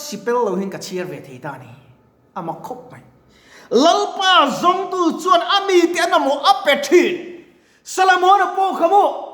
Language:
Mizo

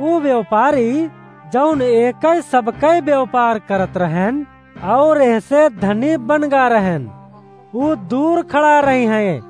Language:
Awadhi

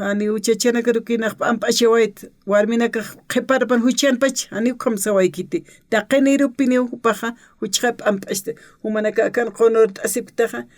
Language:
Aymara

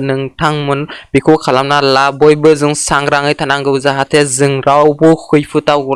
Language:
Bodo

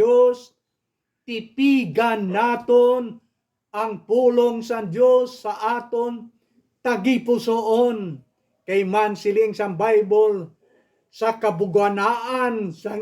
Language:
Hiligaynon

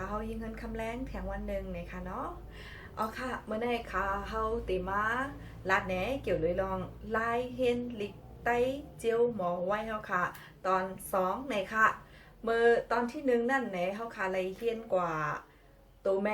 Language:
Shan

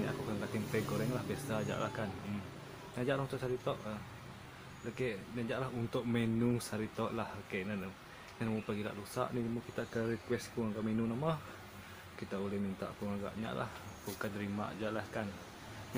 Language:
Iban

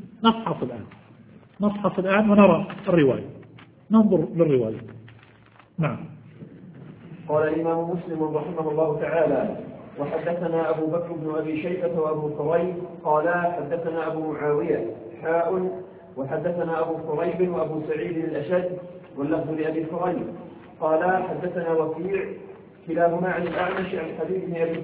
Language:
Arabic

